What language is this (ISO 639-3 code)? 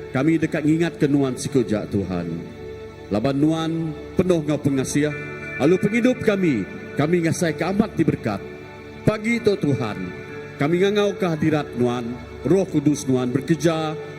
iba